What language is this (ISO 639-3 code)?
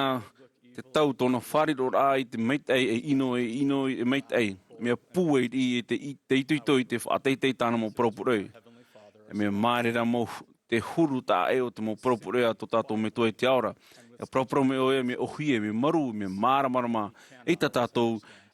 tah